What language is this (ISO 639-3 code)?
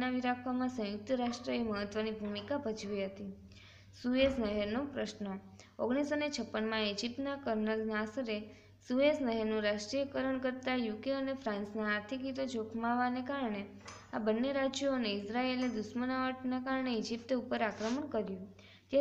guj